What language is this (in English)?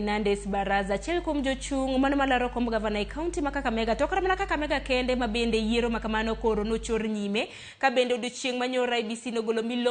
Luo (Kenya and Tanzania)